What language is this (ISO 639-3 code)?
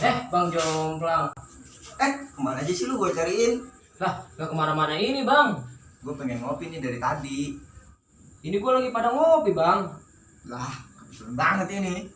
bew